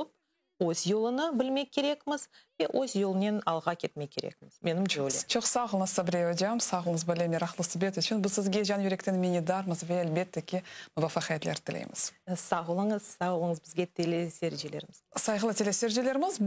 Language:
Crimean Tatar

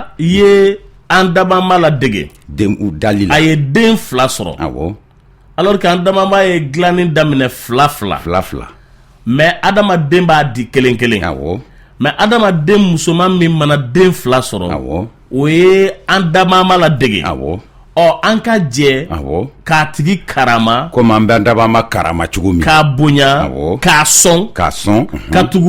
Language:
Bambara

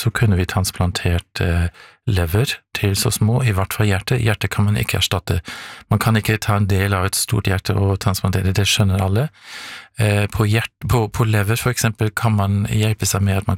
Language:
Norwegian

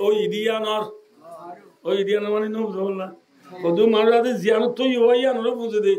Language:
Rohingya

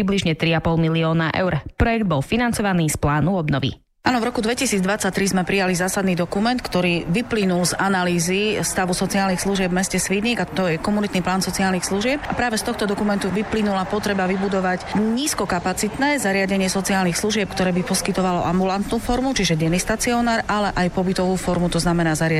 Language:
Slovak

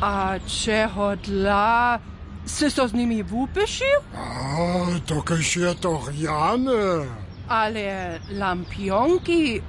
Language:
Upper Sorbian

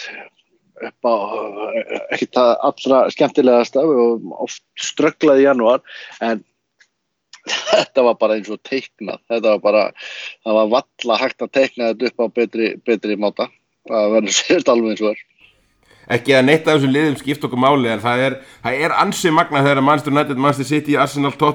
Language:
Icelandic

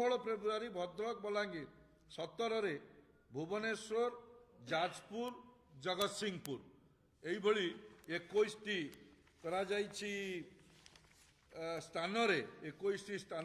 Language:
Odia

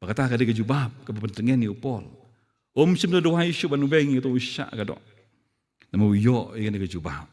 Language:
Khasi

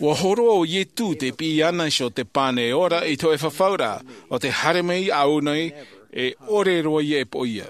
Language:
Tahitian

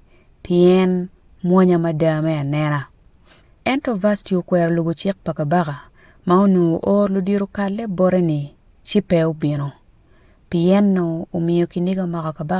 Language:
Acoli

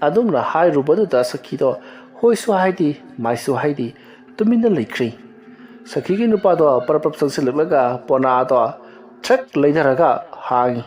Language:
Manipuri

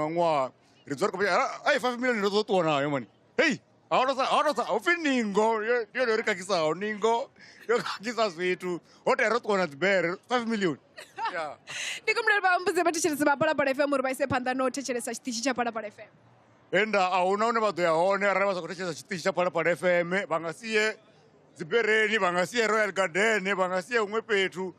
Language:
Venda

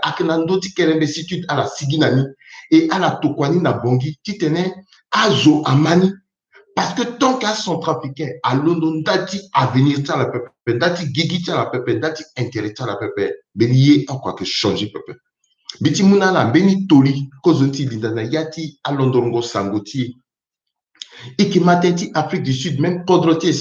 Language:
Sango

